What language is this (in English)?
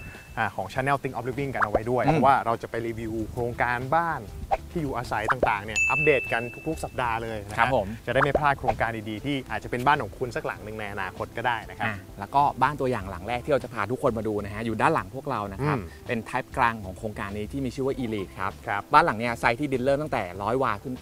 Thai